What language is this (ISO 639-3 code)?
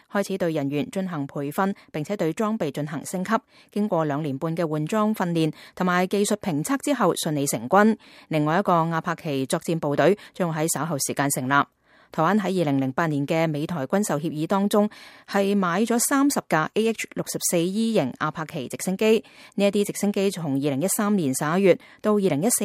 yue